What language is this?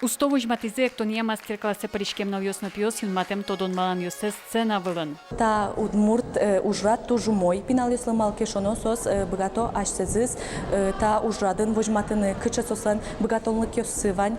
Udmurt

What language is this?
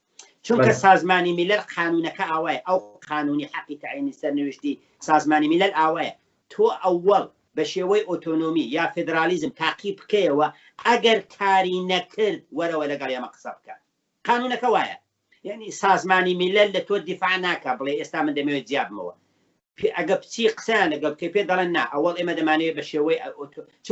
Central Kurdish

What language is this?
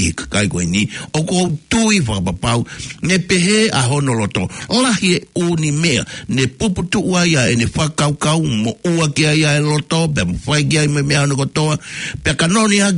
Tongan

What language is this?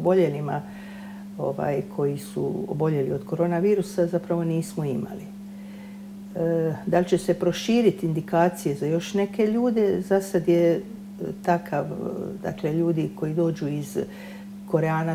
Croatian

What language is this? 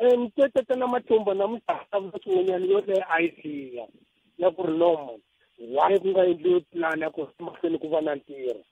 Tsonga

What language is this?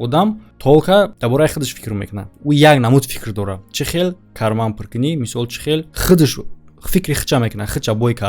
Tajik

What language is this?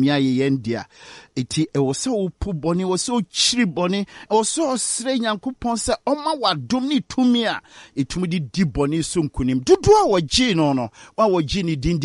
Akan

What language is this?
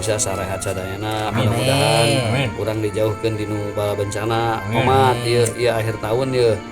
Sundanese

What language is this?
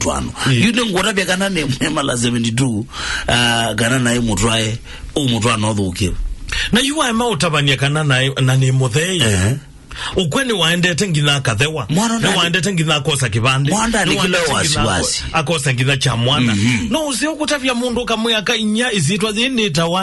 Kamba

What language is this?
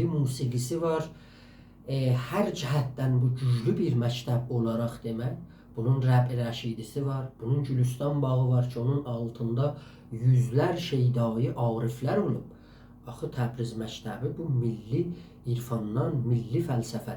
South Azerbaijani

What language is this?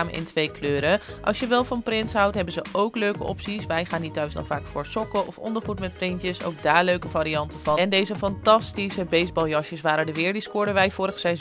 Dutch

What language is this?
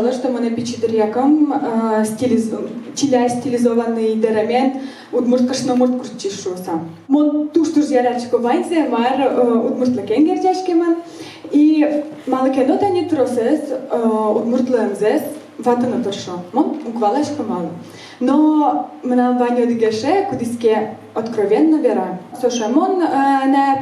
Udmurt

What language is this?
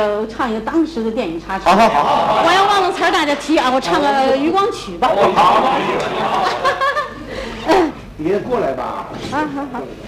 Chinese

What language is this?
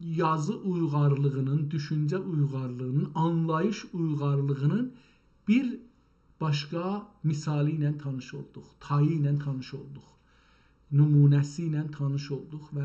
South Azerbaijani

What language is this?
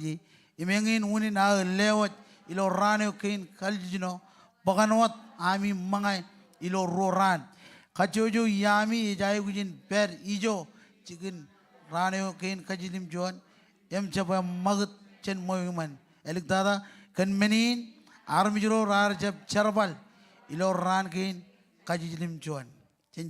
Marshallese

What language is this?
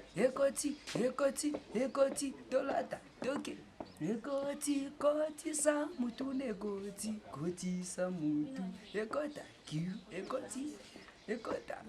Lingala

